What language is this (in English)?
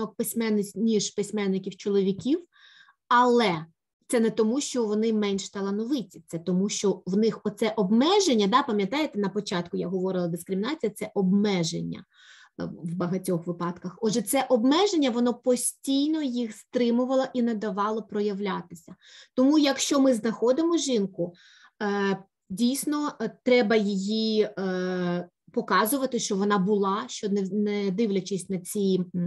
Ukrainian